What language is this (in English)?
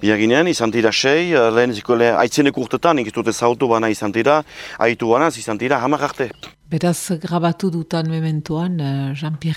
Basque